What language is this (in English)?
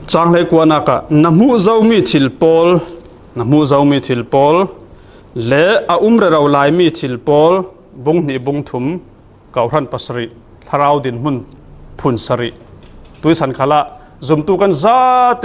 Falam Chin